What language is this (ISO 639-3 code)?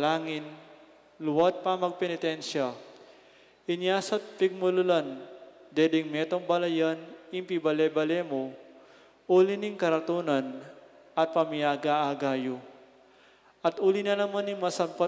pam